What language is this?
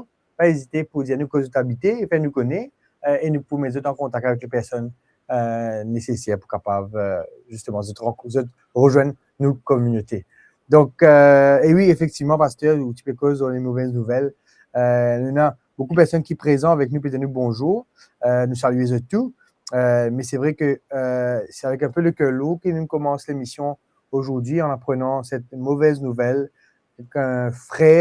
Morisyen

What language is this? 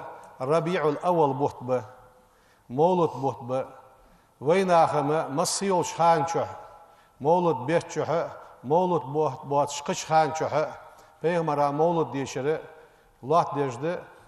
Ingush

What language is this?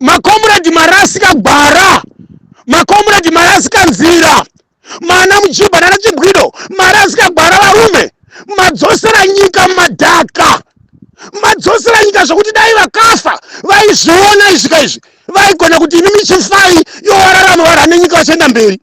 Shona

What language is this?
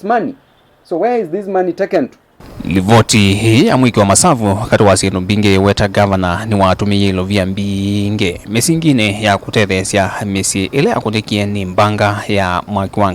Kamba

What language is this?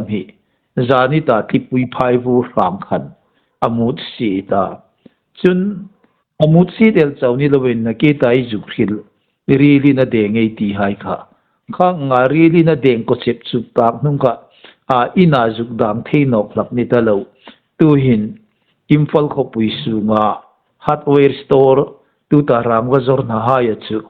Hmar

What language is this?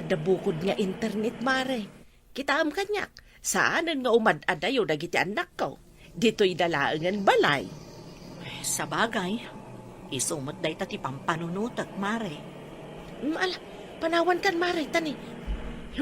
Iloko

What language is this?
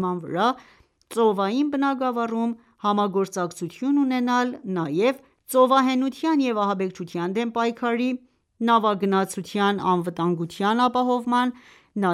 Armenian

